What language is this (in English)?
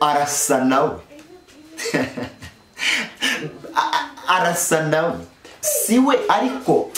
Kinyarwanda